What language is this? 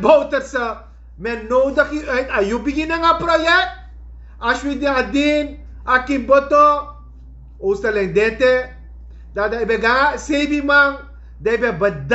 Sranan Tongo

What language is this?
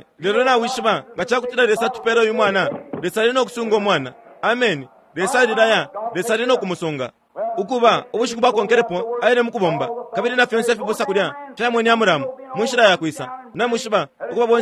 Bemba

